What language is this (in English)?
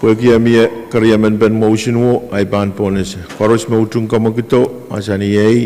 Pohnpeian